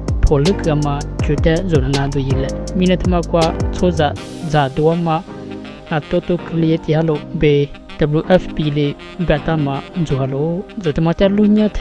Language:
Lisu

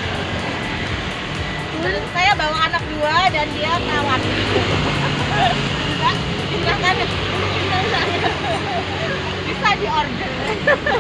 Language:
Indonesian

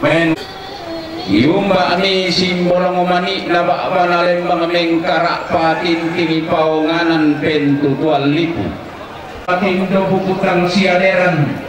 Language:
Toraja-Sa'dan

